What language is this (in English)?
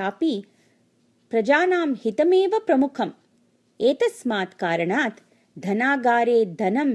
Sanskrit